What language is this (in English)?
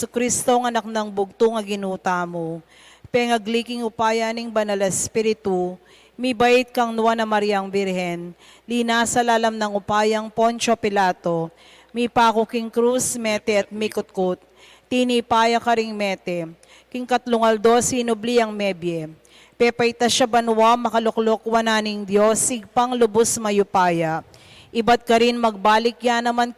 Pampanga